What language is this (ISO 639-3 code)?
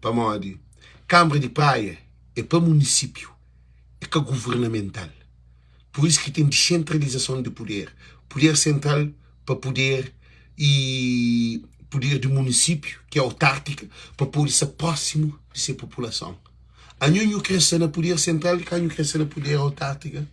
kea